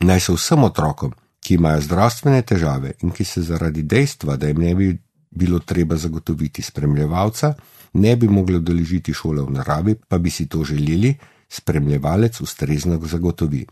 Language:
Slovenian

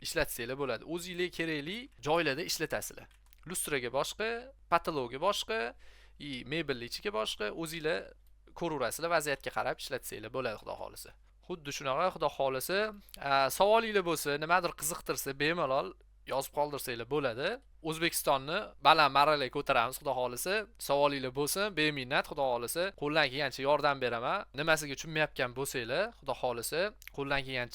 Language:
Uzbek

